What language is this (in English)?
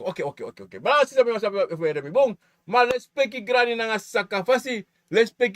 Sranan Tongo